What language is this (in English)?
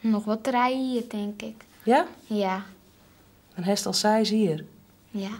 Western Frisian